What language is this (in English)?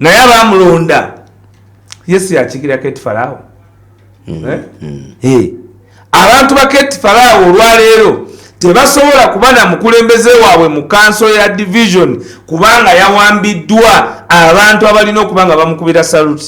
Ganda